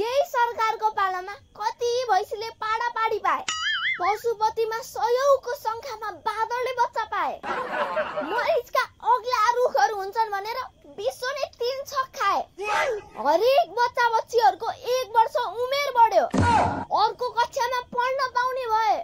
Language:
Nepali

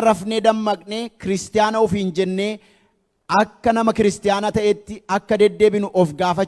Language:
Oromo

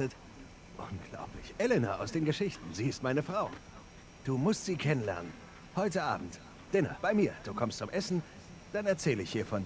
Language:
Swiss German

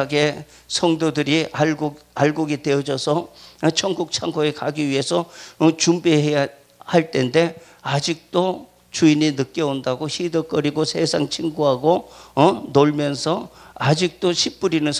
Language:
Korean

